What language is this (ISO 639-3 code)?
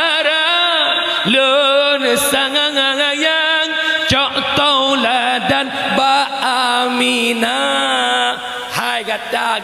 ace